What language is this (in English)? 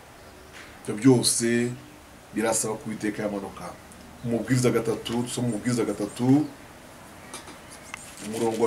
Kinyarwanda